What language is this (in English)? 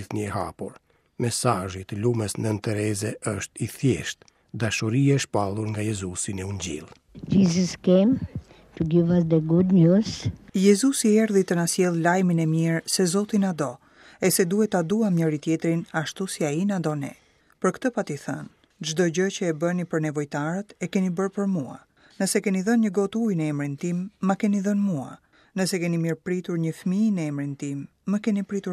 Albanian